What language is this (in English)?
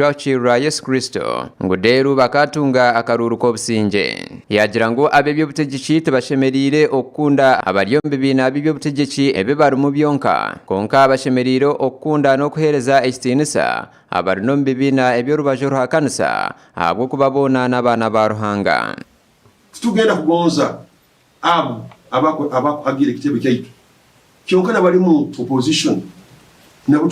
Nyankole